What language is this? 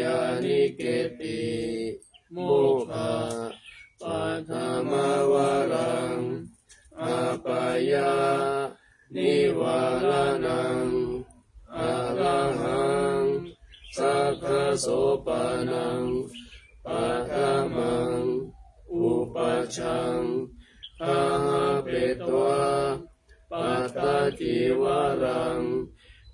Pali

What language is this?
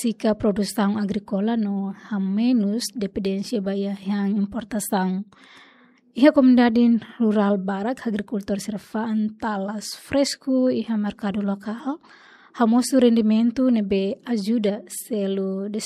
Tetum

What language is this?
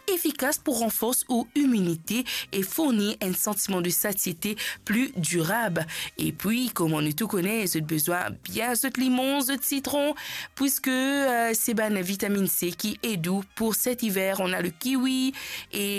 Morisyen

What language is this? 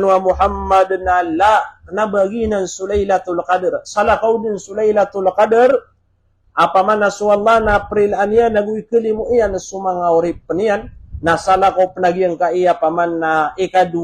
Maranao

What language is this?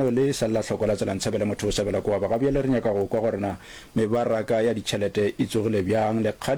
Northern Sotho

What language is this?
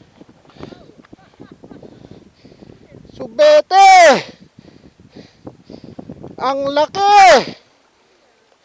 Filipino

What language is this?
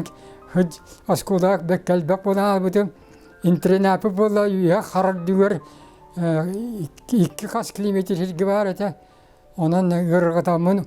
Yakut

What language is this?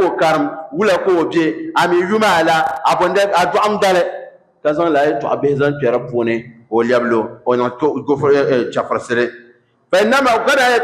Dagbani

